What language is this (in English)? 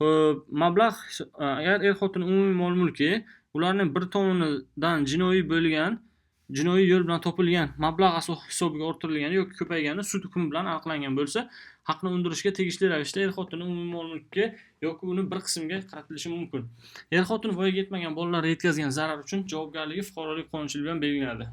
Uzbek